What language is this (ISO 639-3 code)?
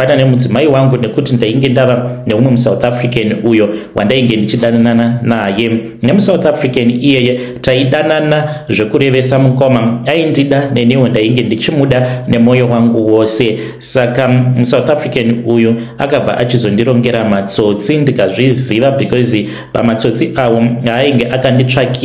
sna